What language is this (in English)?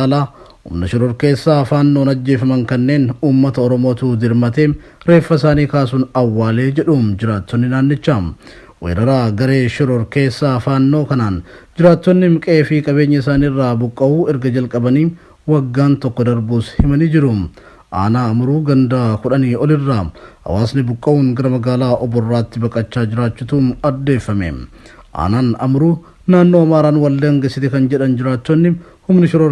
Oromo